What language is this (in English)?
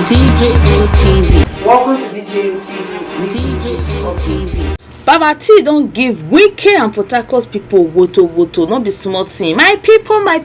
Nigerian Pidgin